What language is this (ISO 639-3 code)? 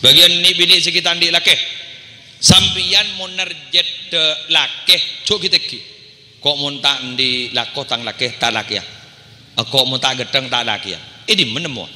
mad